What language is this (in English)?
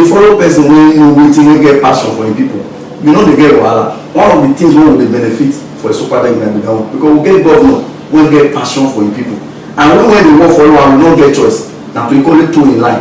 Nigerian Pidgin